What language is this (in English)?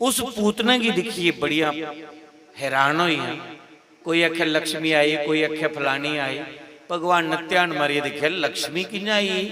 Dogri